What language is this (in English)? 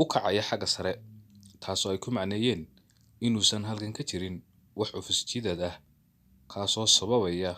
Somali